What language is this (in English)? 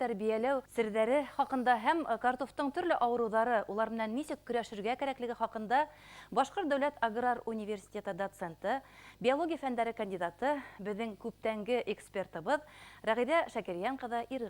Bashkir